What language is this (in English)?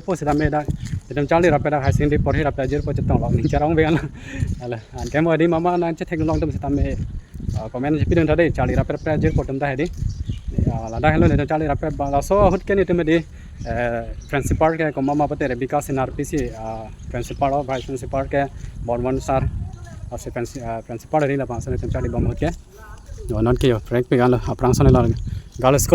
Karbi